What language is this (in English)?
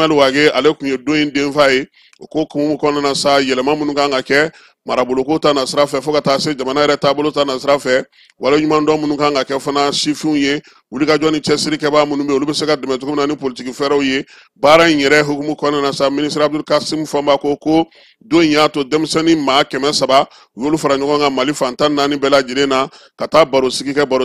Bambara